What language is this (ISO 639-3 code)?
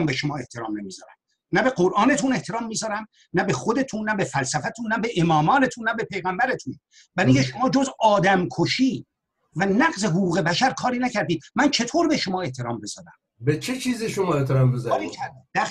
fas